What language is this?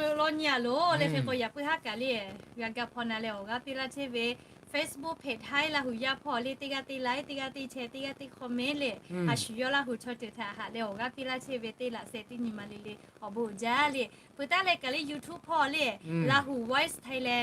Lahu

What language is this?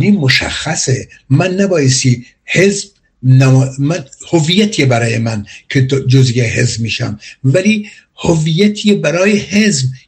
Persian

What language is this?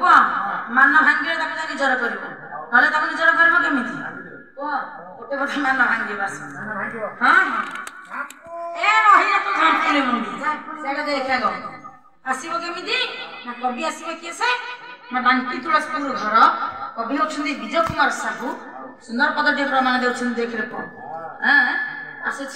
Odia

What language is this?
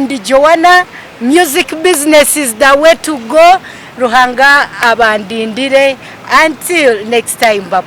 Nyankole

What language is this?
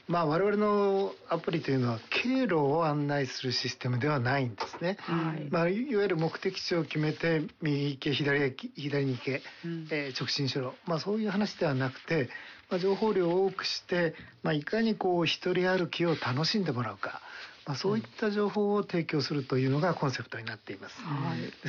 Japanese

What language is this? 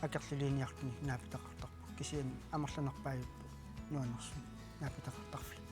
Kalaallisut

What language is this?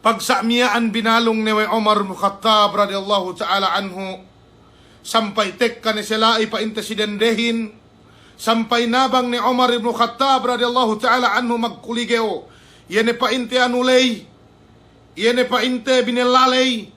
Yakan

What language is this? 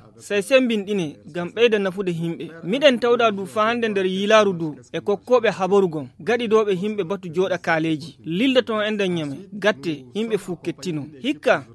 Fula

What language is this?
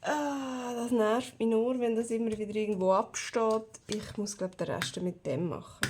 Swiss German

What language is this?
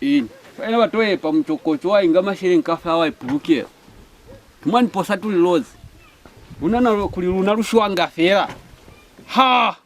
Lozi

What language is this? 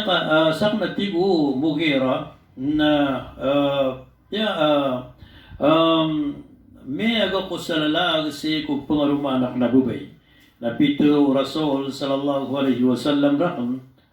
Maranao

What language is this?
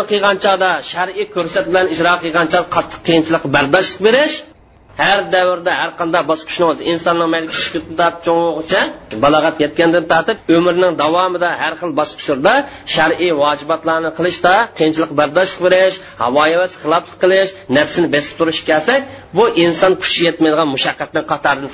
Uyghur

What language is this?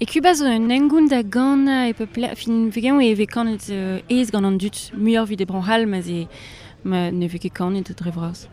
Breton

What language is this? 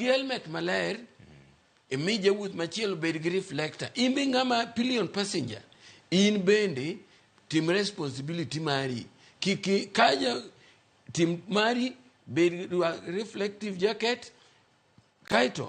Luo (Kenya and Tanzania)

